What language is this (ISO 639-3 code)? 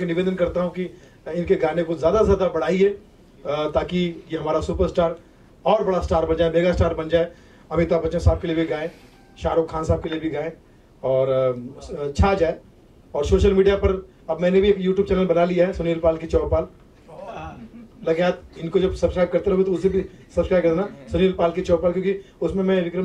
hin